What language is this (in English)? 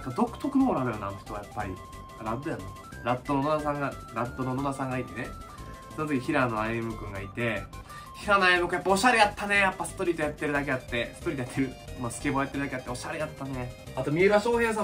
Japanese